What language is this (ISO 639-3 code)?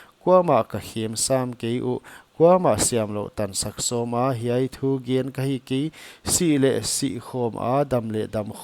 pck